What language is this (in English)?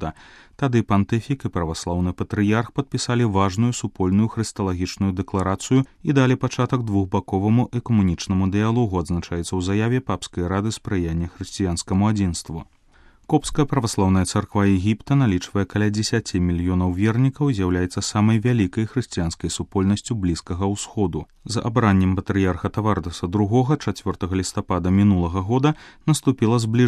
Belarusian